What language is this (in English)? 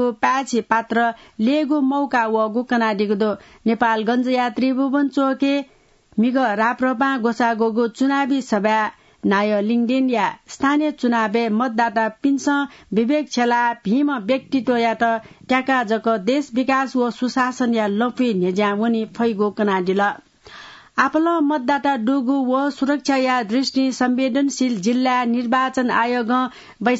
Newari